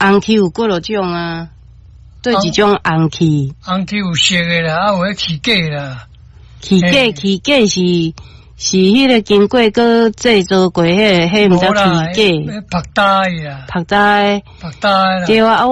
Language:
Min Nan Chinese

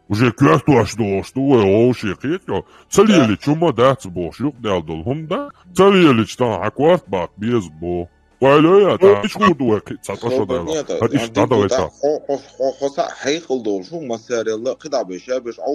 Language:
Chechen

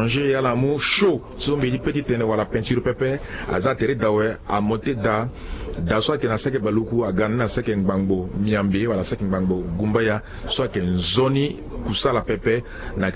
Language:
Sango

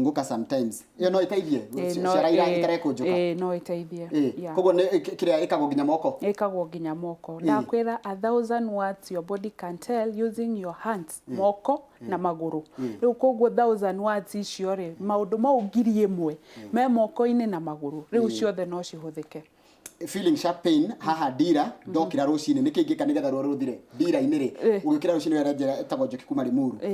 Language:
Kikuyu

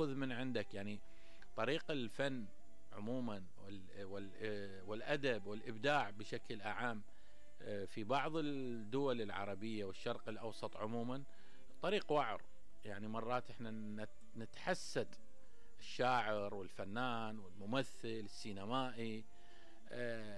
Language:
Mesopotamian Arabic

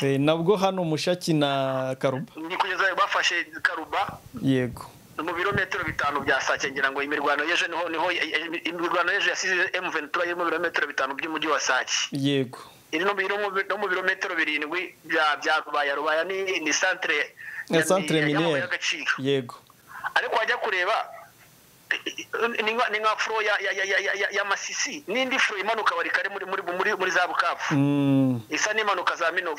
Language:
Kinyarwanda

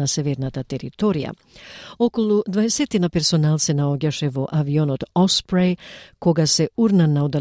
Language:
Macedonian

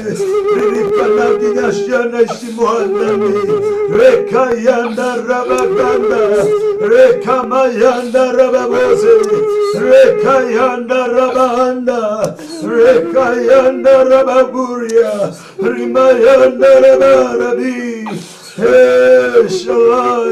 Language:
Kikuyu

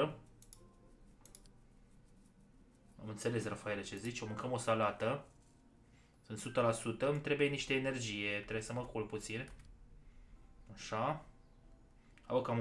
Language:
Romanian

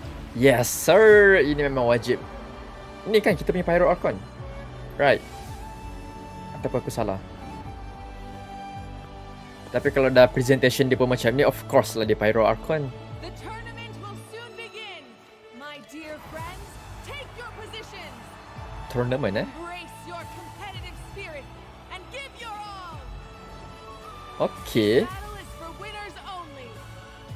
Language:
Malay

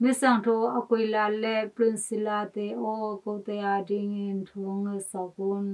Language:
Tedim Chin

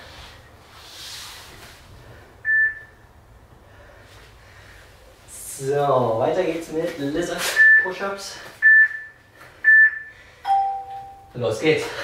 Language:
German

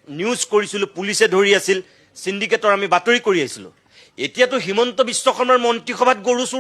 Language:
Assamese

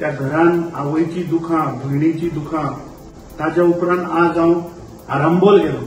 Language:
Konkani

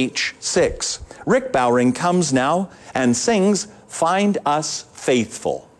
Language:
English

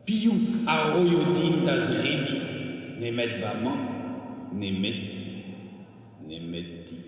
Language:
Breton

